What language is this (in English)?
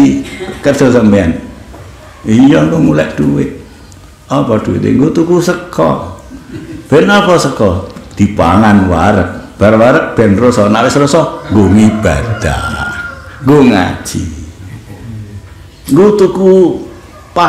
Javanese